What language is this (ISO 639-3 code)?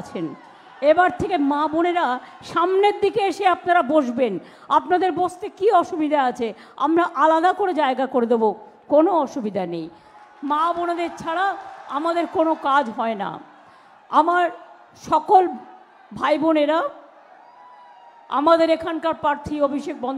ben